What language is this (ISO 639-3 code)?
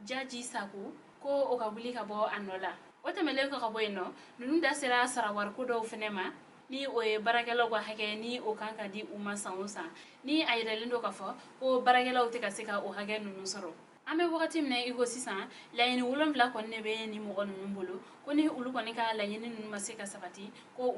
bam